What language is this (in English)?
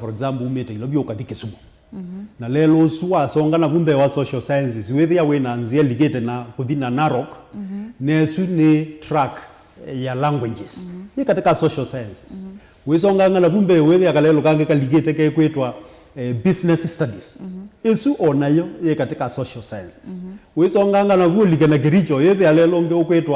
Kamba